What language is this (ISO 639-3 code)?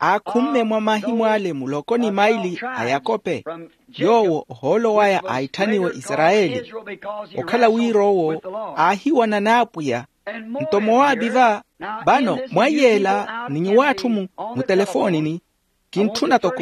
vmw